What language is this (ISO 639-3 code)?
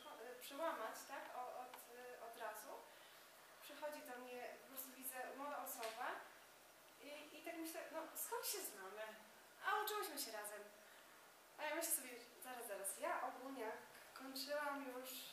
pol